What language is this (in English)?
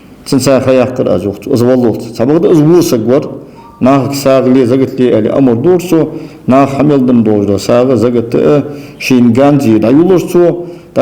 Ingush